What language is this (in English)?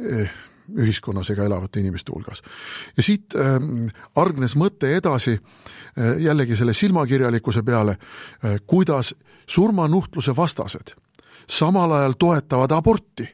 Estonian